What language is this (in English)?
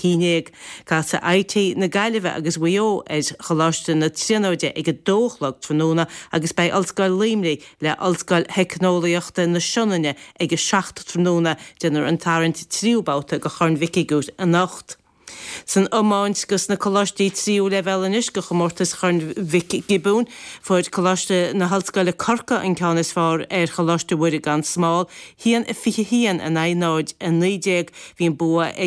Irish